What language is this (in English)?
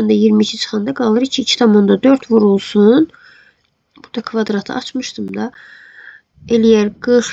Azerbaijani